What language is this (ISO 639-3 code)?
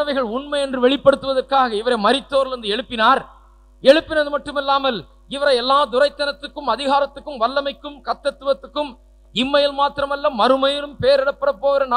tam